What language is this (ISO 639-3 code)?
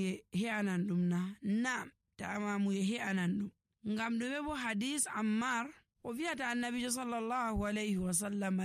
fuv